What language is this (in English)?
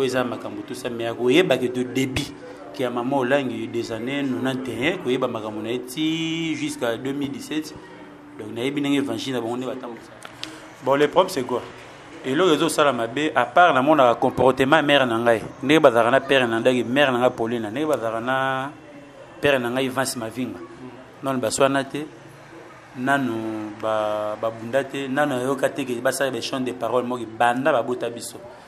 Lingala